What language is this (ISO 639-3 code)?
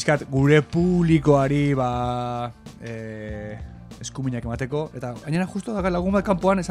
eus